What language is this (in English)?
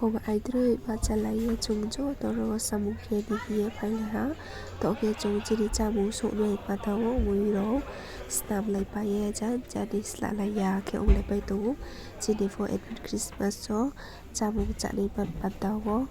Riang (India)